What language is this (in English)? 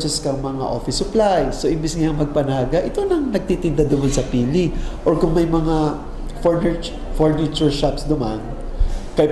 Bikol